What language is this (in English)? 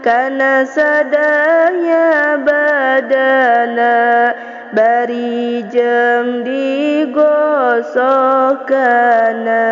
Sundanese